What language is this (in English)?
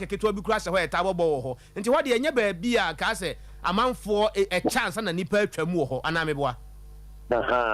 Akan